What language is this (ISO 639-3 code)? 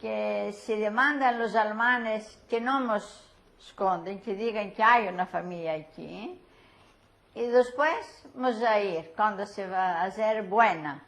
lad